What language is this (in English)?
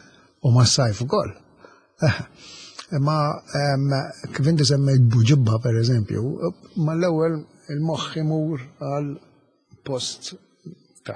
Maltese